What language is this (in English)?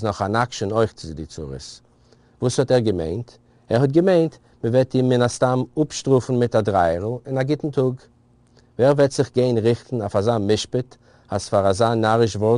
Yiddish